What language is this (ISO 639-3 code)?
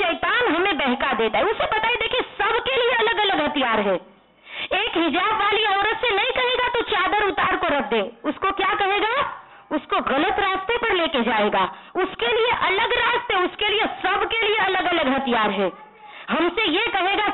urd